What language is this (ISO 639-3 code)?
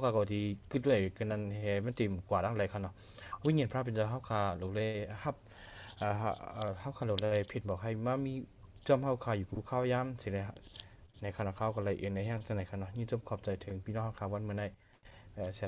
shn